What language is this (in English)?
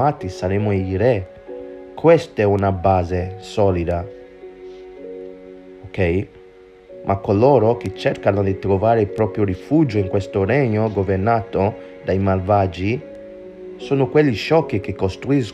Italian